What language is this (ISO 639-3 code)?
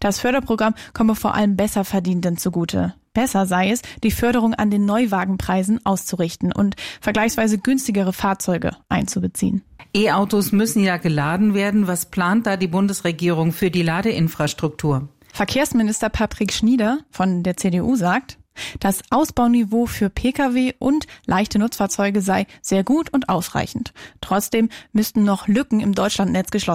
deu